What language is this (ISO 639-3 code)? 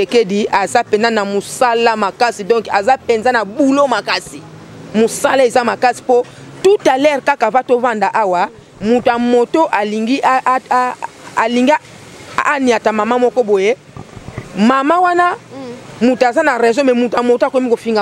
lin